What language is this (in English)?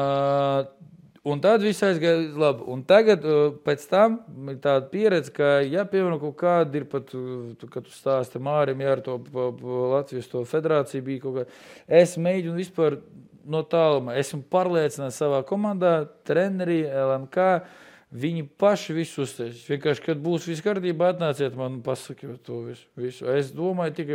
Latvian